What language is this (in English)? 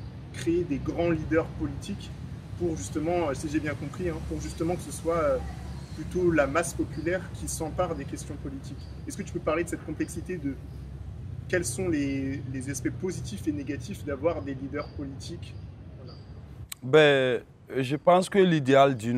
French